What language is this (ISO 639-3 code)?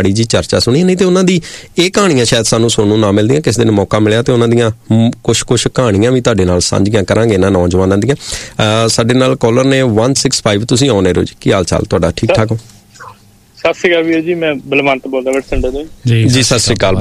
pan